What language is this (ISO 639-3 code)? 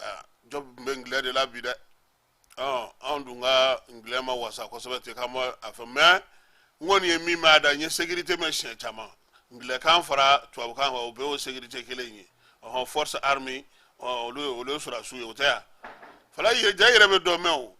bam